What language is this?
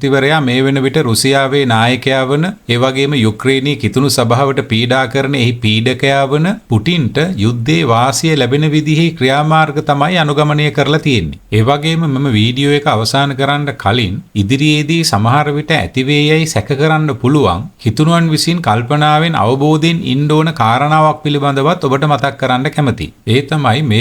Sinhala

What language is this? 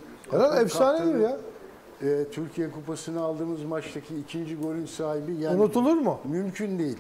Turkish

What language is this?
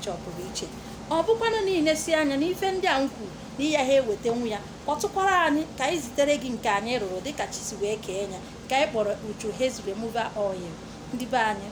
Igbo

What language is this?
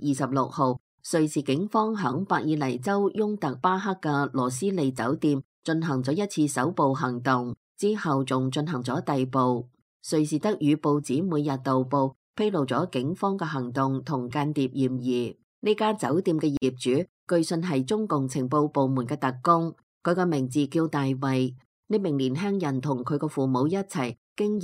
Cantonese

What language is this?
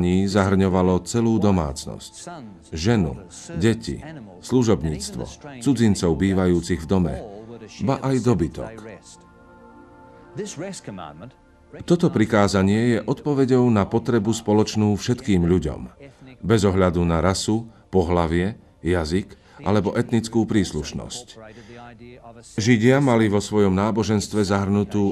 Slovak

